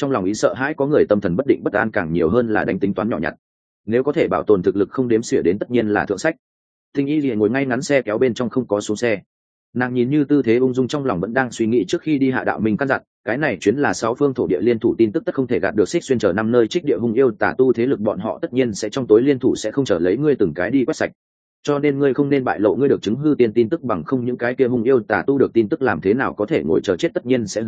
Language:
Vietnamese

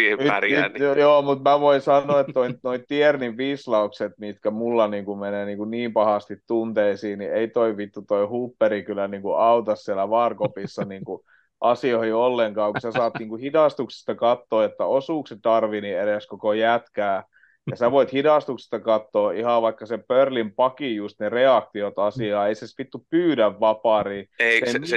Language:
Finnish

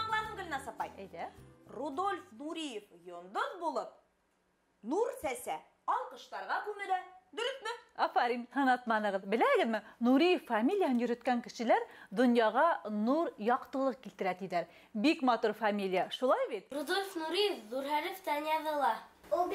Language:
Bashkir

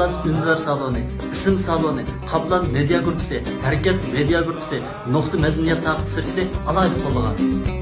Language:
Uyghur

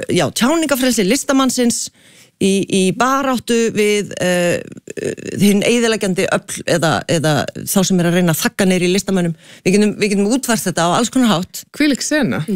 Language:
Icelandic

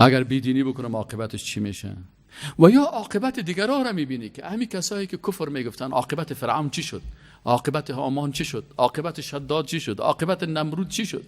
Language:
Persian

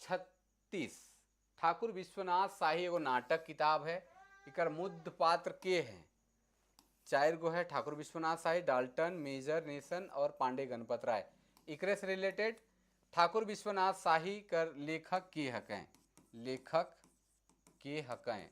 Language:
Sadri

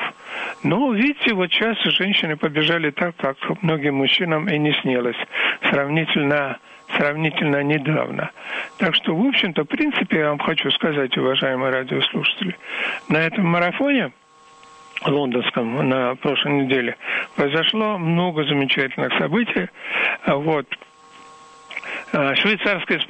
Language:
Russian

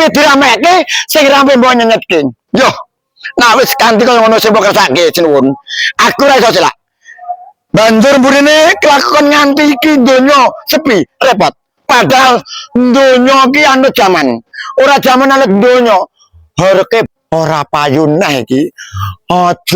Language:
Javanese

